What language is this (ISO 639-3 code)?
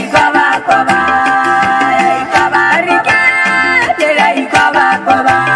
tsn